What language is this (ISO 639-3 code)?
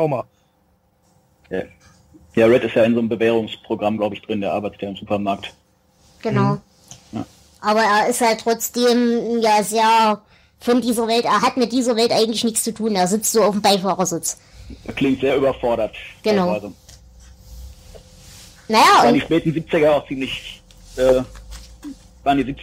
deu